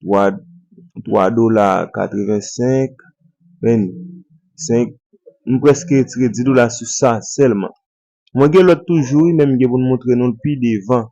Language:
Haitian Creole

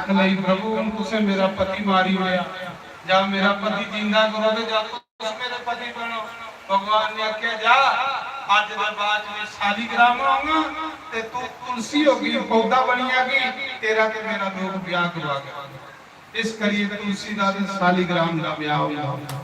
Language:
Dogri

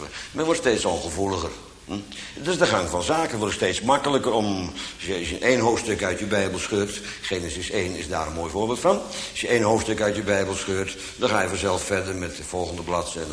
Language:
Dutch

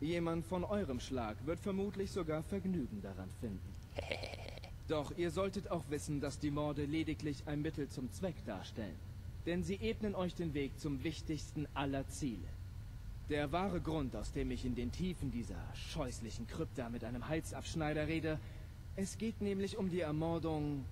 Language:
Swiss German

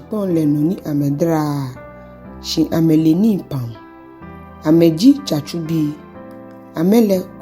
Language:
Ga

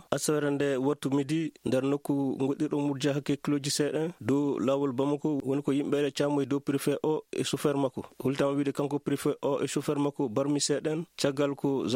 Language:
Maasina Fulfulde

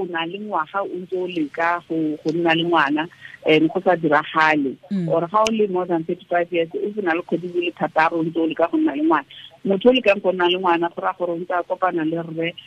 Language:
Tswana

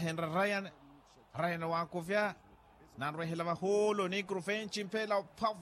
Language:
Makhuwa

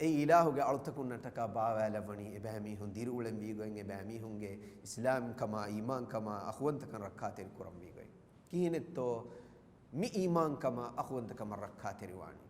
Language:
Divehi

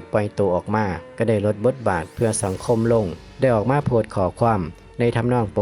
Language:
Lao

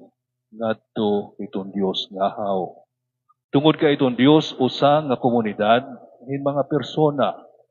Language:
Waray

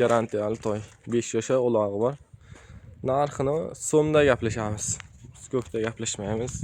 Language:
Uzbek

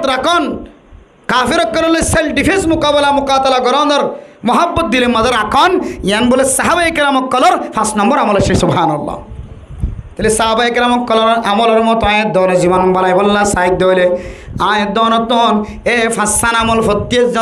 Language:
Rohingya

